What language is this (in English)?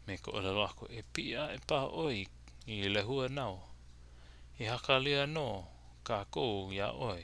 Hawaiian